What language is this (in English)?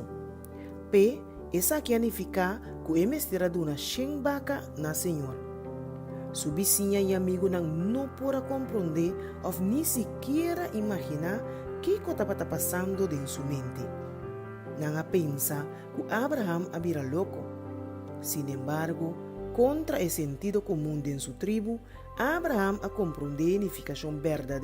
Papiamento